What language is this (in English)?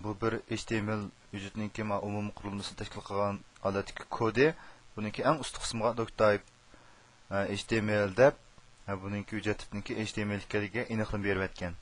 Uyghur